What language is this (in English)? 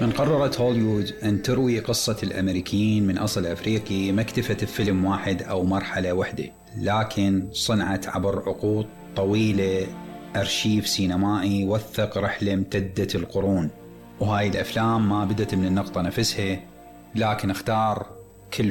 Mesopotamian Arabic